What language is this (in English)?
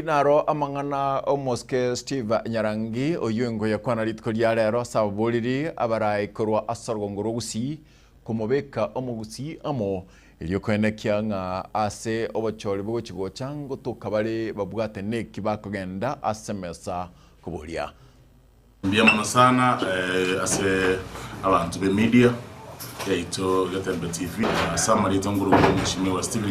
Gusii